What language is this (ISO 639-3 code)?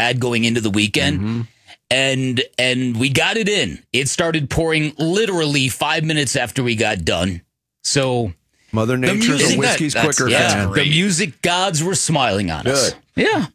eng